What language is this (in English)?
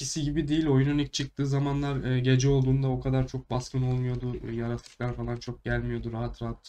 Turkish